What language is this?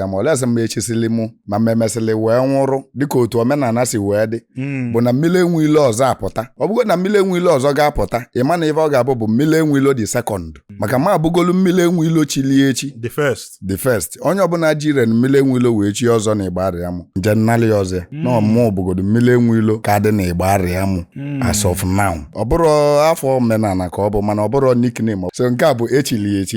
Igbo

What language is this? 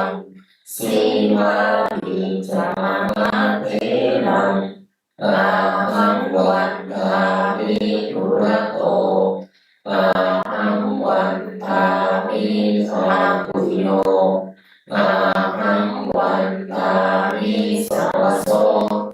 Pali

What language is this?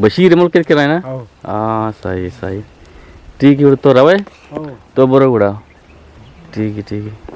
Eastern Balochi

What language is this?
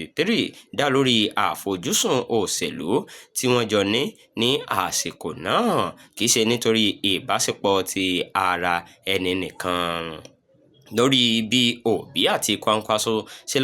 Yoruba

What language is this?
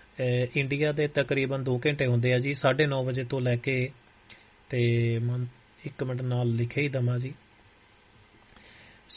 Punjabi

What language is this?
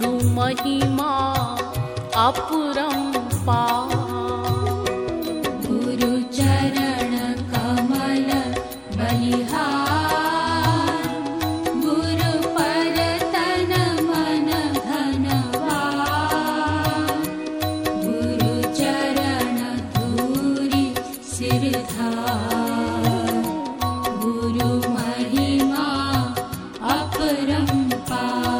Hindi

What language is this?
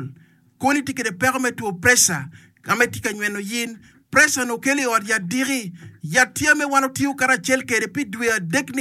Acoli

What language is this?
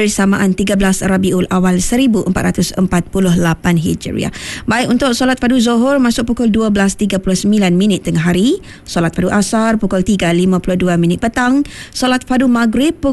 Malay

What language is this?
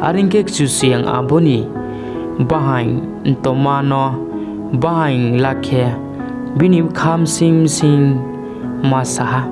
Riang (India)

